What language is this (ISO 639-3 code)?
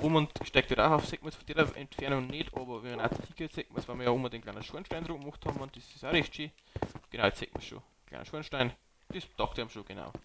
bar